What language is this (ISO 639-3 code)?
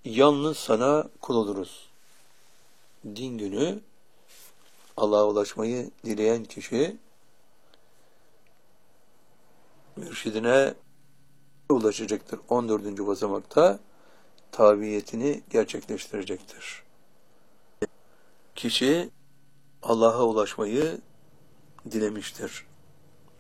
tur